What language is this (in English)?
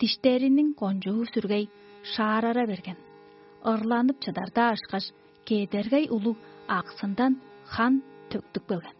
Tuvinian